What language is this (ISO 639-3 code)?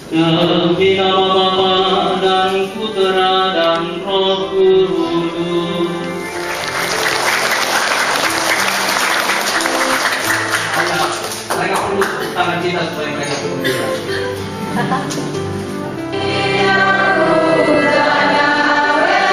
ind